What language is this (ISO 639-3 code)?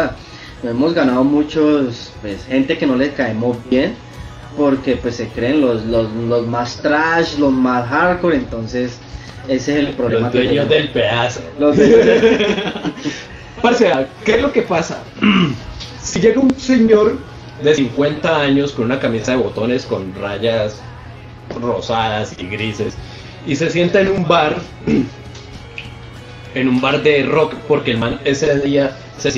spa